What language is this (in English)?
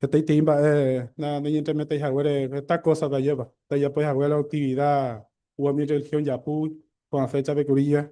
Guarani